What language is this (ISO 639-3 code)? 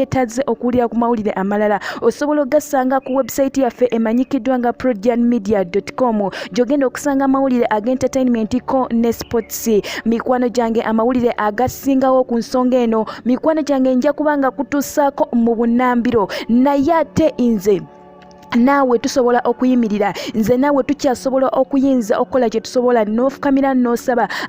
lug